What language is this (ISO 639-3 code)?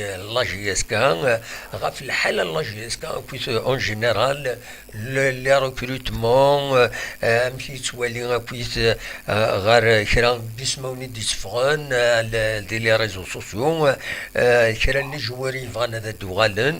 kab